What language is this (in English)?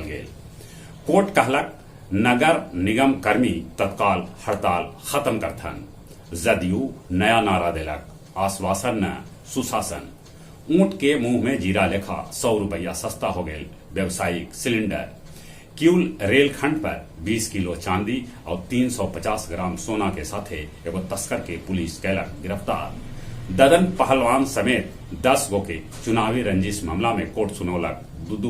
Magahi